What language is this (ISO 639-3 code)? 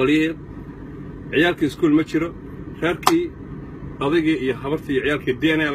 som